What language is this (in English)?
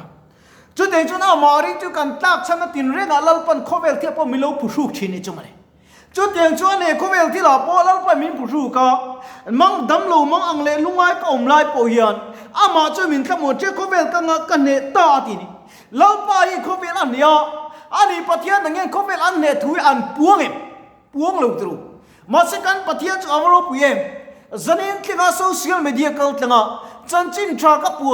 Mizo